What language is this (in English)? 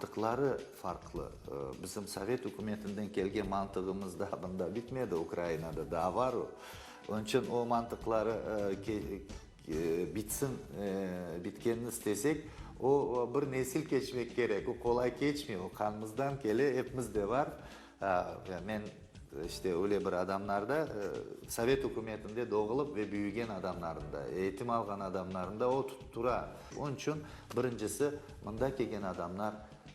Crimean Tatar